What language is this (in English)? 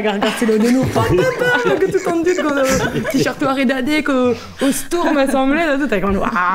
Breton